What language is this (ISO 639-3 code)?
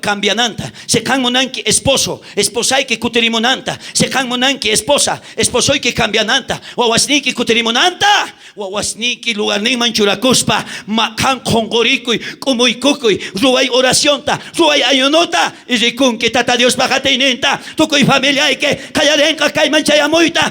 quh